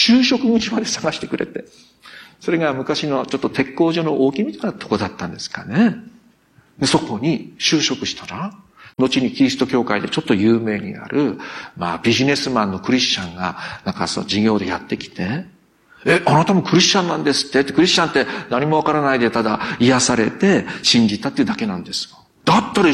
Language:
Japanese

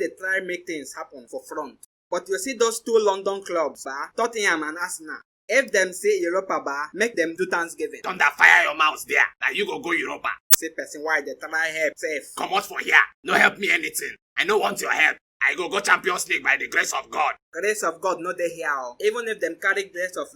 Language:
Nigerian Pidgin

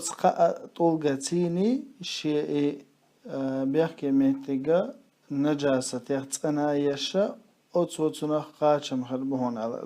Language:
Chechen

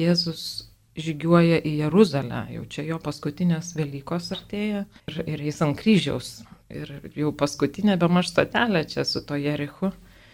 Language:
Lithuanian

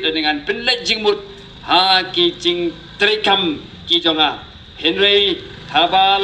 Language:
Khasi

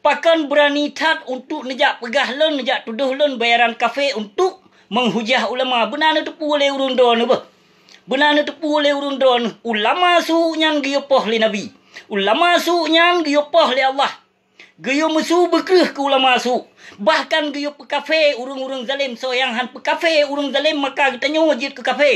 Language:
Achinese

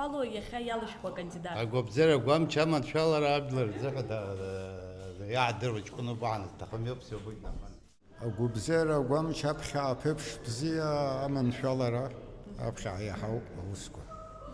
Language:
Abkhazian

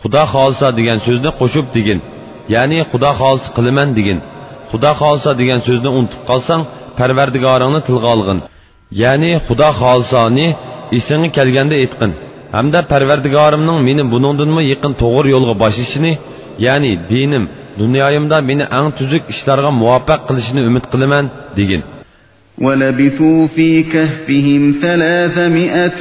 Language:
Uyghur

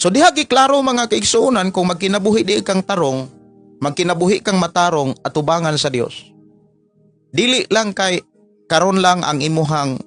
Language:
Cebuano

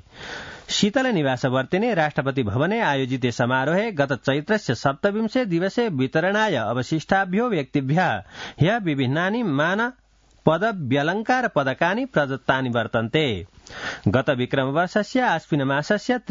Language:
Sanskrit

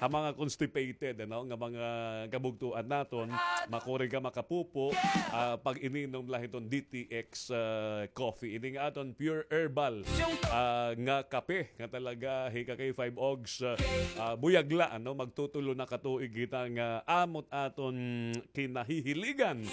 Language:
Waray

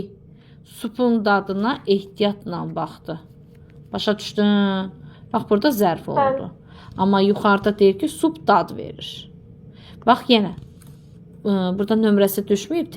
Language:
Azerbaijani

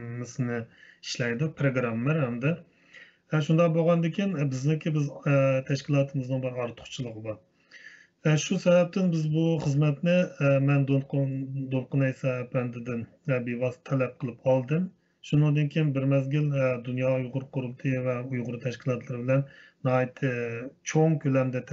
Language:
Uyghur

